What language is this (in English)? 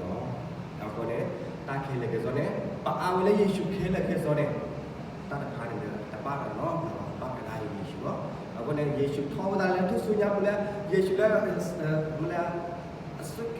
S'gaw Karen